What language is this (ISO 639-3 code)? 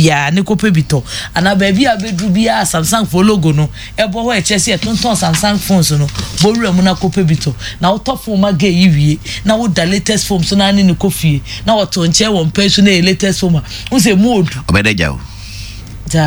aka